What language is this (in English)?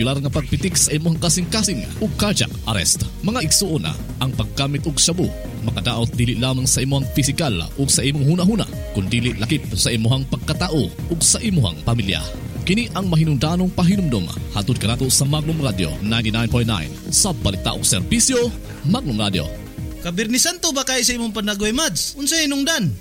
Cebuano